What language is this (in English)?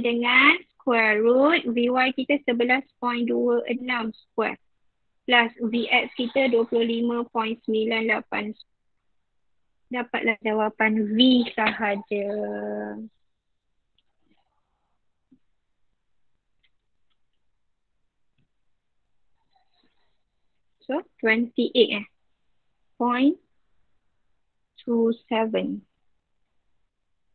Malay